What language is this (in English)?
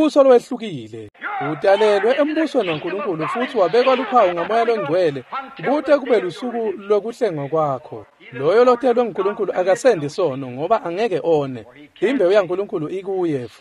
Swati